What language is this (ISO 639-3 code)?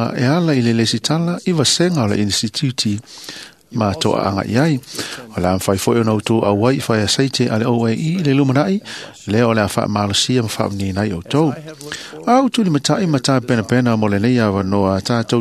smo